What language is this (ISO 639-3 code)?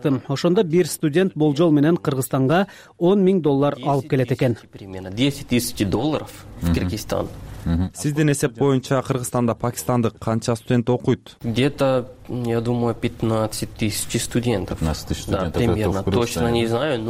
kir